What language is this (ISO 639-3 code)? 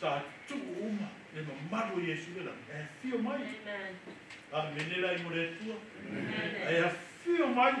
smo